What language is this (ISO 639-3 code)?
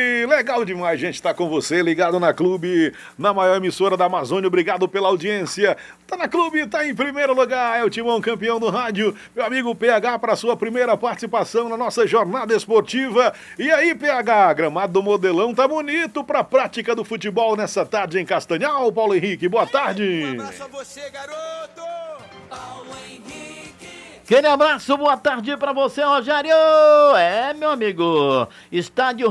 por